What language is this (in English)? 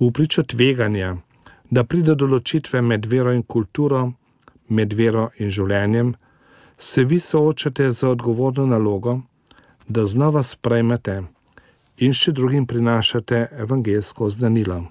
Slovenian